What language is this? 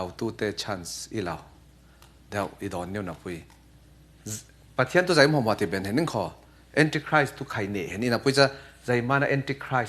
Falam Chin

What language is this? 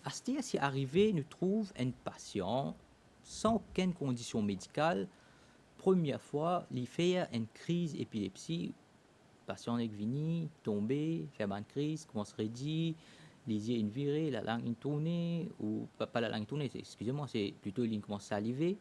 Morisyen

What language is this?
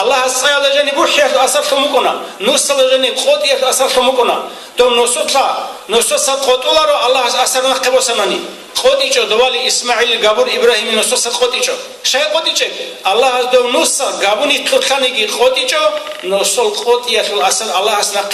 Avaric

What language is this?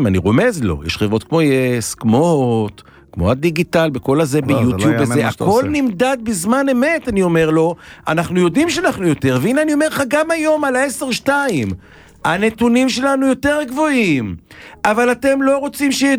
Hebrew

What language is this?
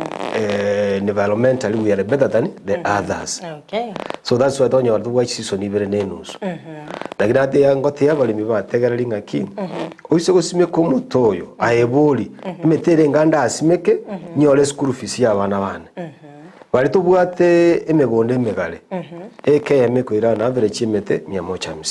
Gusii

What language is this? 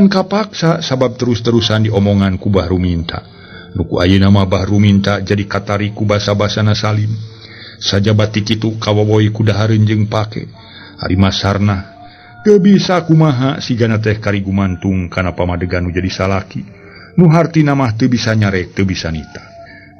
Sundanese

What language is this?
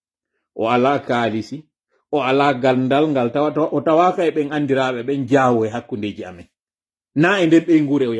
Fula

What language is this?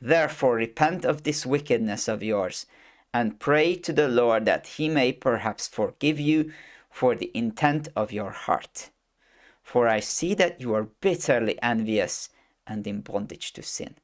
English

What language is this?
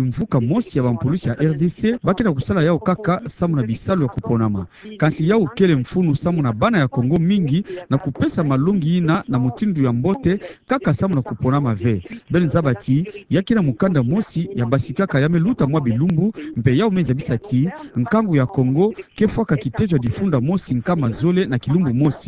Kituba (Democratic Republic of Congo)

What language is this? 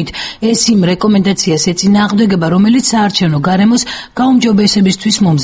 Georgian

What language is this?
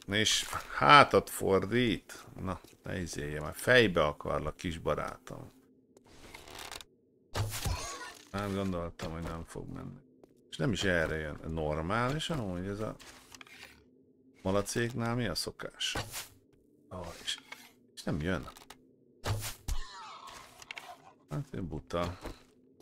Hungarian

